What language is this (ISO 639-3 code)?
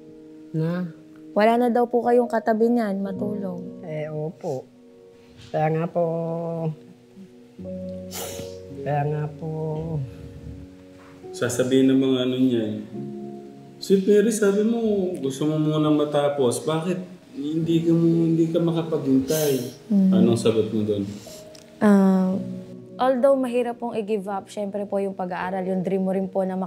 fil